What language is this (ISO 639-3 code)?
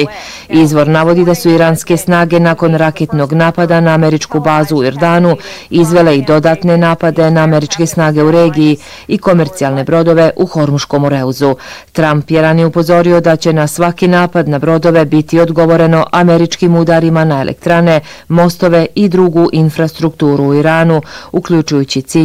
bos